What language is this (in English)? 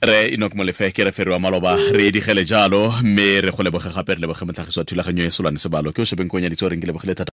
Tswana